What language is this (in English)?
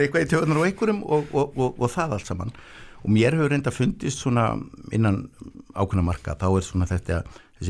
Icelandic